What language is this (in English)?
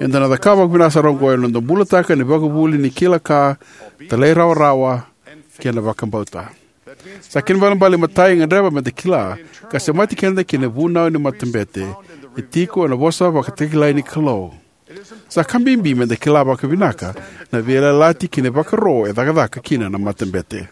Fijian